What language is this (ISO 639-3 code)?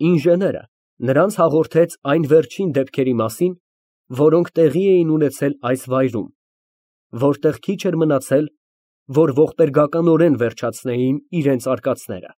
hye